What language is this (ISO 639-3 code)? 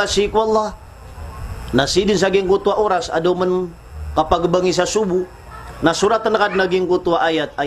mrw